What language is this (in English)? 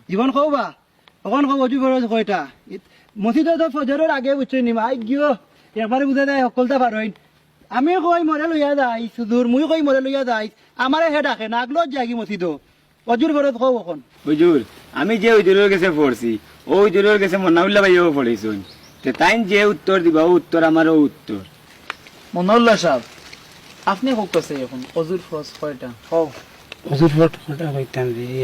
Sylheti